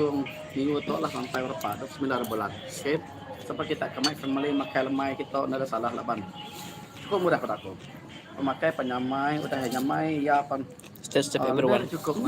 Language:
Iban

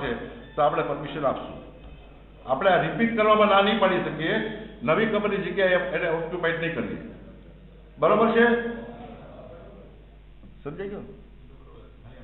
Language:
Gujarati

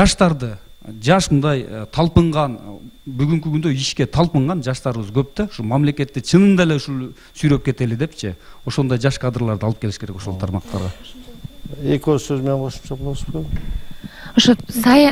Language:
Kyrgyz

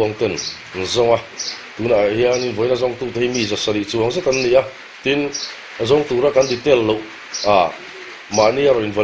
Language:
Mizo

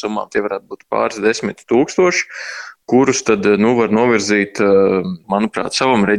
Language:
Latvian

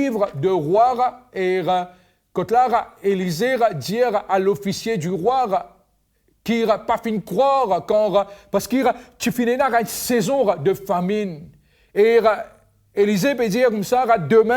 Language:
Morisyen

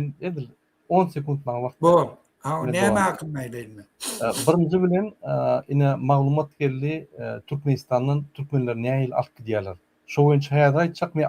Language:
Turkmen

